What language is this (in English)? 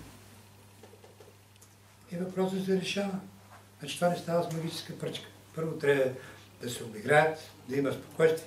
Bulgarian